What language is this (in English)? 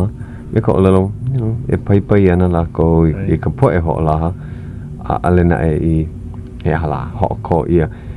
Hawaiian